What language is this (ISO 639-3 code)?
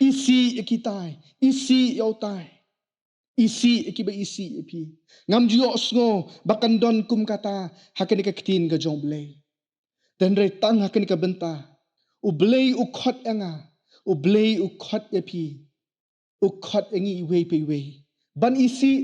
kha